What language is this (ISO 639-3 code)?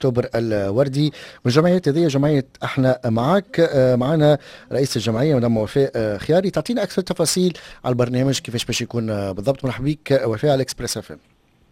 aeb